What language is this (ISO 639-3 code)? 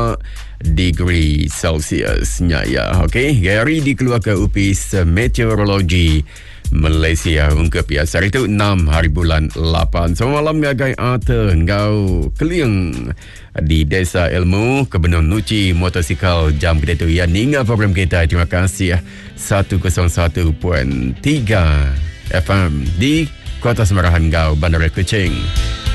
iba